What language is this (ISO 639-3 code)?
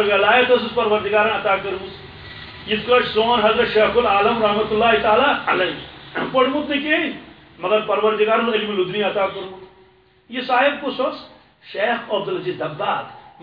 kas